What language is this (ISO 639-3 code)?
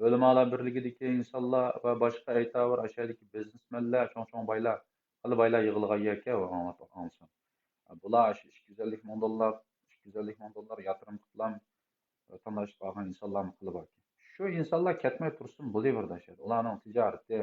uig